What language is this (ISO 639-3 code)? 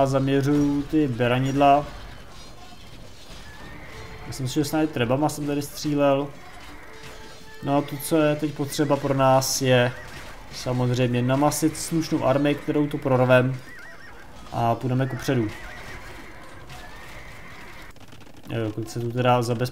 ces